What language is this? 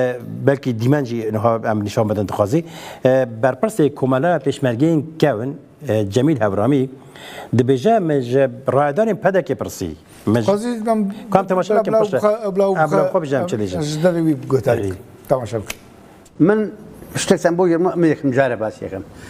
Kurdish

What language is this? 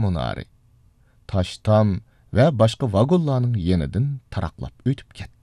Uyghur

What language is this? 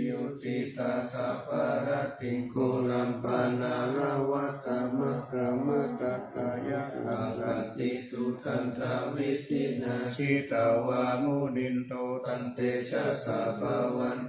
Pali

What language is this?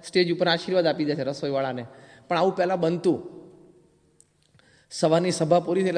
Gujarati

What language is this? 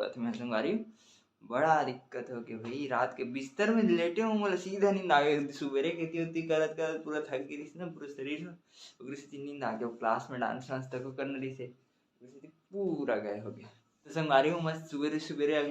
Chhattisgarhi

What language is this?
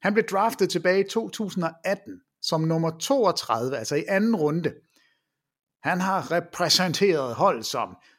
Danish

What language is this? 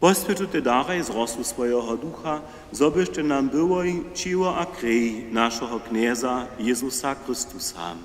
Upper Sorbian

